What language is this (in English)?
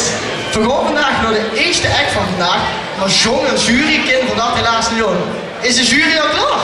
Limburgish